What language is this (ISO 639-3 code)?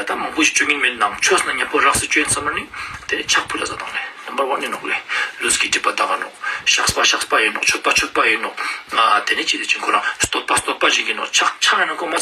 lbj